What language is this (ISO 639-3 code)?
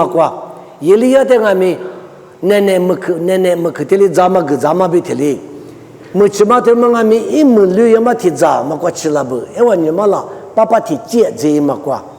lis